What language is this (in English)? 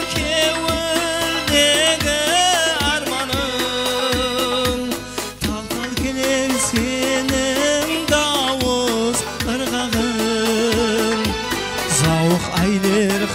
Kara-Kalpak